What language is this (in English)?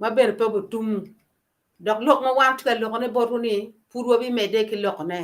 Acoli